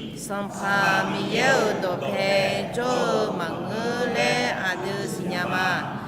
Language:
Akha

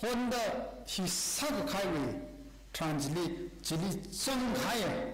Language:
Tangkhul Naga (India)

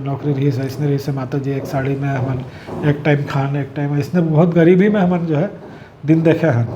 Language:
Chhattisgarhi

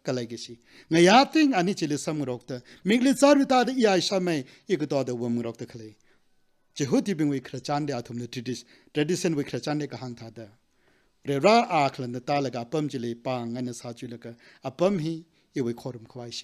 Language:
Tangkhul Naga (India)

